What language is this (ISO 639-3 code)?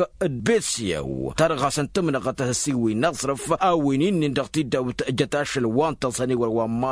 taq